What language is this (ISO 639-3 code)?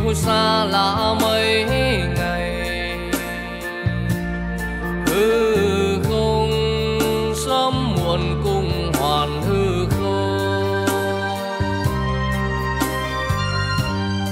vie